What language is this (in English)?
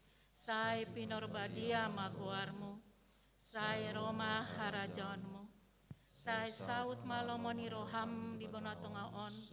Batak Toba